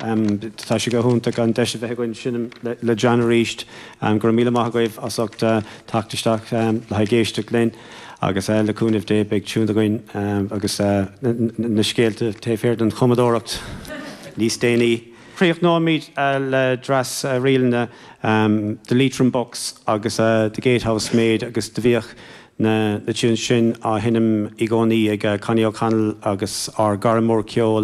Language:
Irish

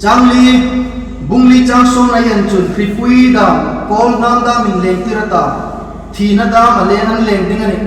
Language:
Hmar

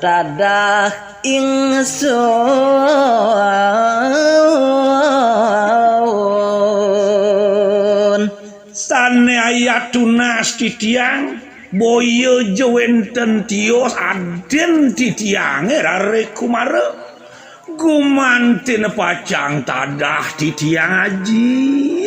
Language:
Balinese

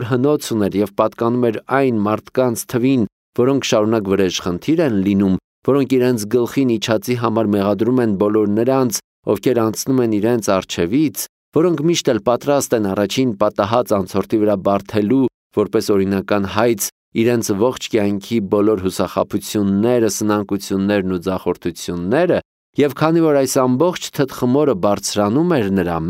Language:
Armenian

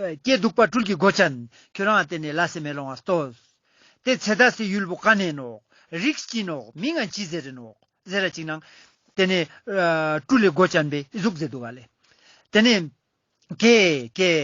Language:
Ladakhi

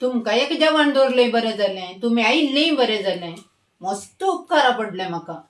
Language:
Konkani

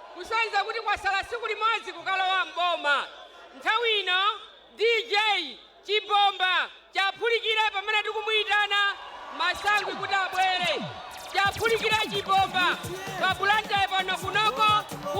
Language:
Nyanja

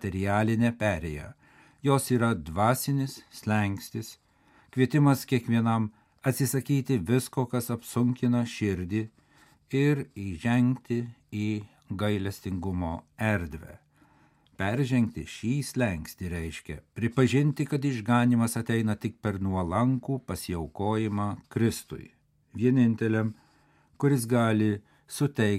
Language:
Lithuanian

